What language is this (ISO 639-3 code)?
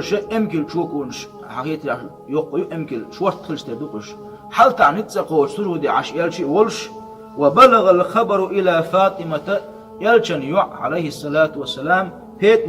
che